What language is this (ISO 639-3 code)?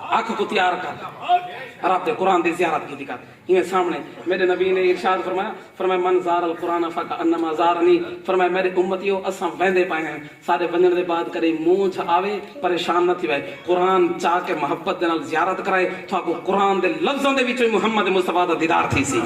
skr